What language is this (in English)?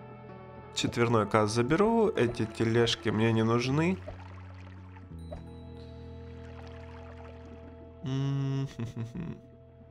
Russian